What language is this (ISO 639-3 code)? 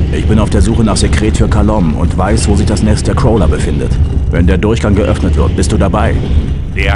bar